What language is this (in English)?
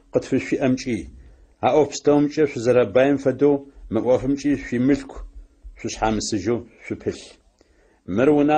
Adyghe